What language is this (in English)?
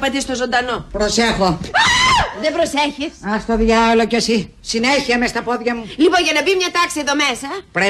Greek